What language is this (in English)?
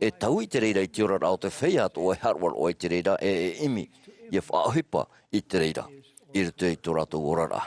Tahitian